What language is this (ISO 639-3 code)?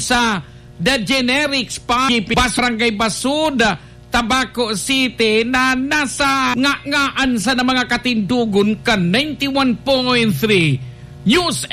bik